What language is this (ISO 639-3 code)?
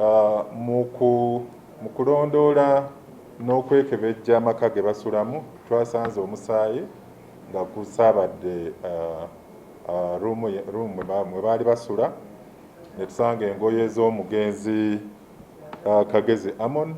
lug